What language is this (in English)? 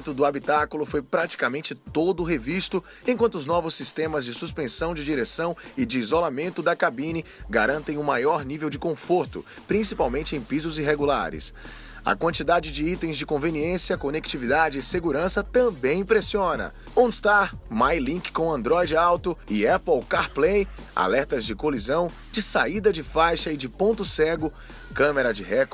Portuguese